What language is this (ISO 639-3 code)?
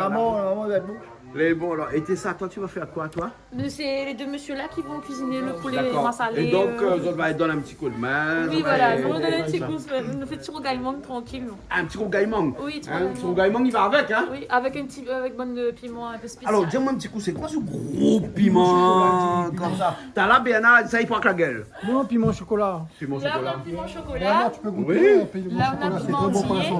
rcf